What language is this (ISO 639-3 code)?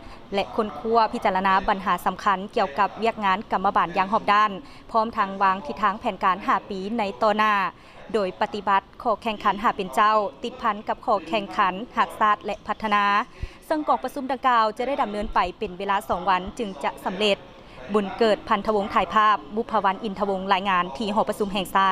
lao